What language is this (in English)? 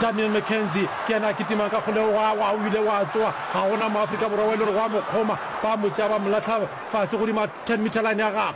Northern Sotho